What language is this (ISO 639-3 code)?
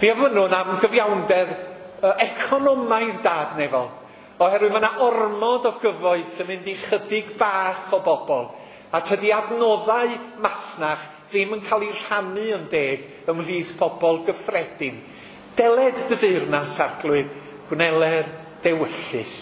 cym